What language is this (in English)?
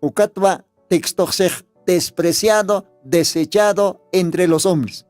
Aymara